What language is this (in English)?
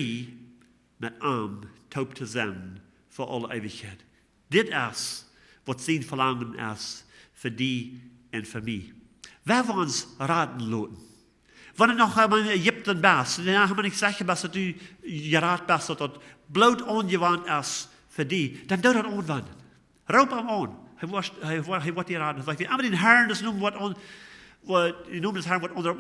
Plautdietsch